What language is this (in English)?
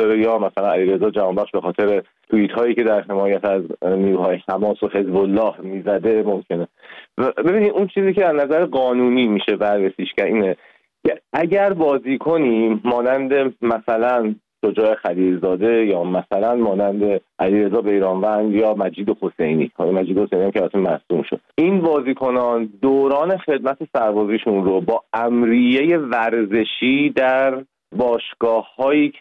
Persian